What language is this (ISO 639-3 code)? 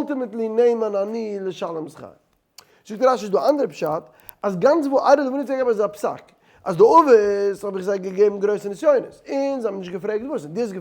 yid